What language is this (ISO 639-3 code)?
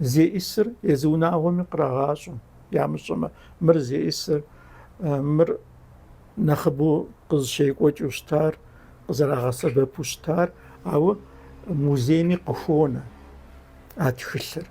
kbd